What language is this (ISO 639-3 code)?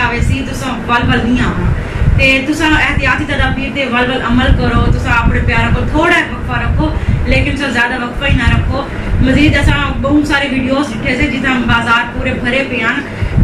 skr